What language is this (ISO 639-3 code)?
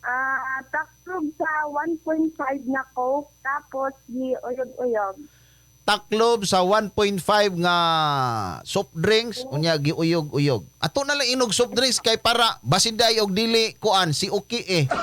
ceb